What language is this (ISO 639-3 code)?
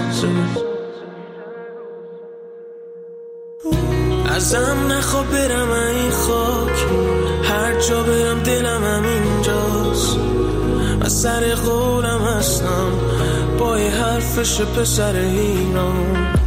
fas